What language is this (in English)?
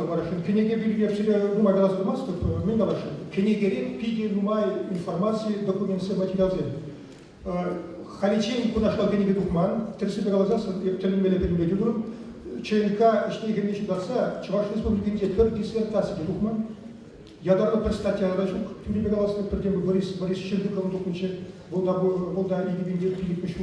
Chuvash